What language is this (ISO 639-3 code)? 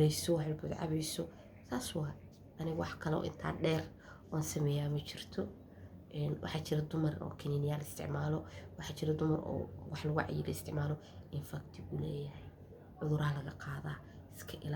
som